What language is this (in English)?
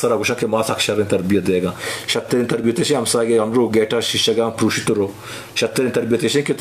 Eastern Balochi